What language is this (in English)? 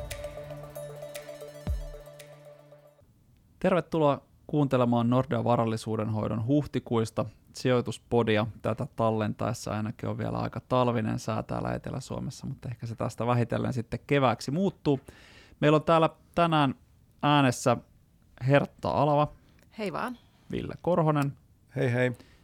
Finnish